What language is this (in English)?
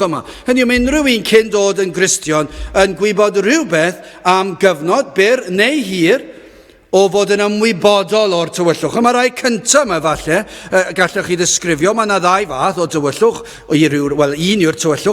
Welsh